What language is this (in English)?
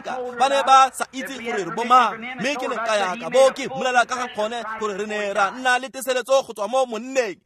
Tswana